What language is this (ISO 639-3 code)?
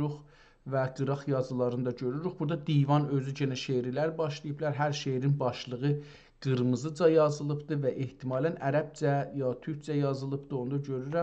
azb